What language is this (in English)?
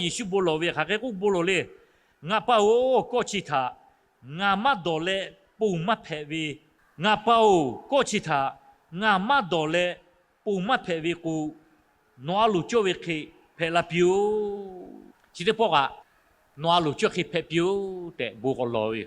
Lahu